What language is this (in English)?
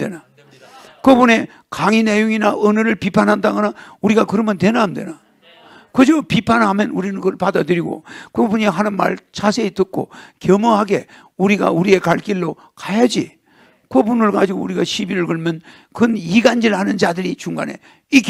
Korean